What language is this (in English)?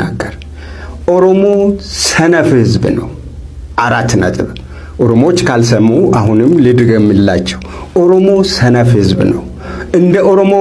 Amharic